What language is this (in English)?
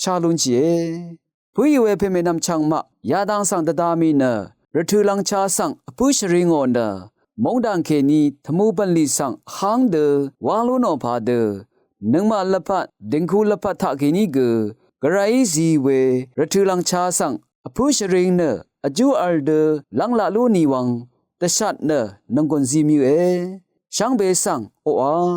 Rawang